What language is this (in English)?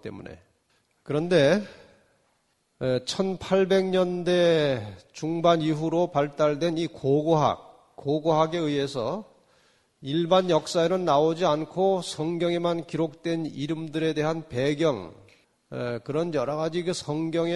Korean